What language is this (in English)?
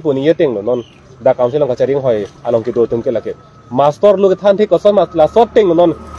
Karbi